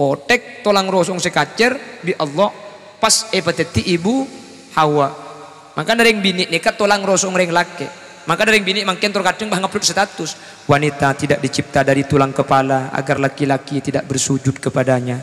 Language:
Madurese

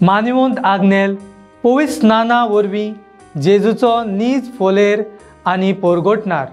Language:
Konkani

